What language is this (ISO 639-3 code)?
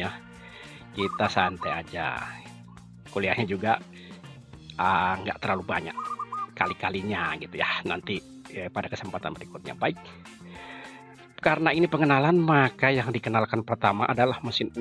ind